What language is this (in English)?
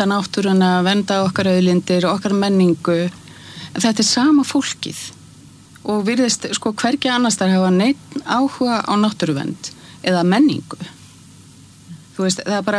Icelandic